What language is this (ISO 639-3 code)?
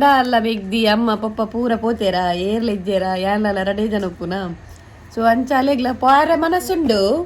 tcy